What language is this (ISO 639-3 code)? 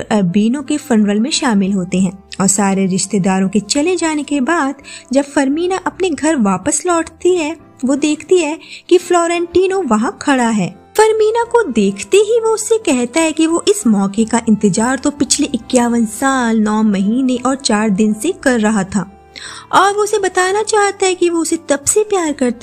hin